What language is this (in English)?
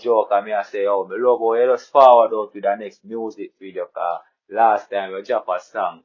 Jamaican Creole English